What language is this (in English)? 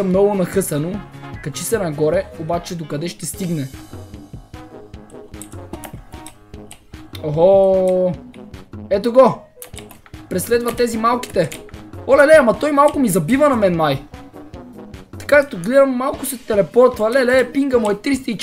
Bulgarian